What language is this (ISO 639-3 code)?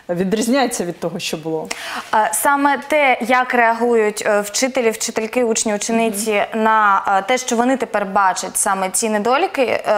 ukr